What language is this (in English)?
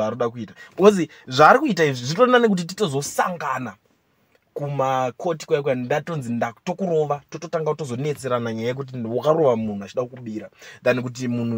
Shona